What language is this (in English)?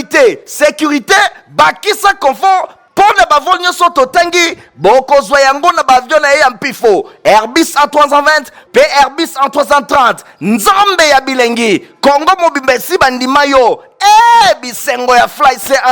Lingala